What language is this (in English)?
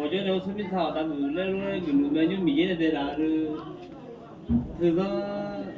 Akha